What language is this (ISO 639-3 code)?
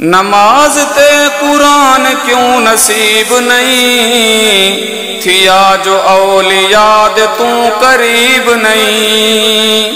skr